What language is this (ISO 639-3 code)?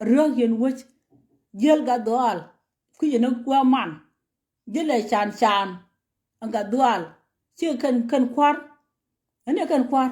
nus